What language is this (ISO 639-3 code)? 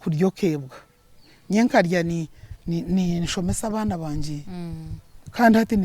nyn